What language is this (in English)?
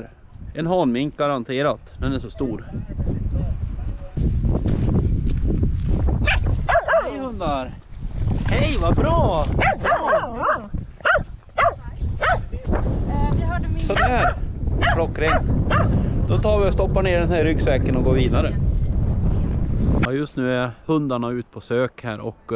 Swedish